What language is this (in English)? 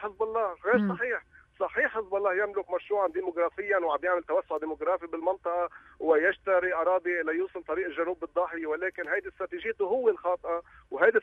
North Levantine Arabic